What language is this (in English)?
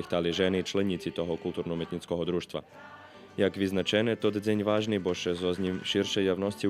Rusyn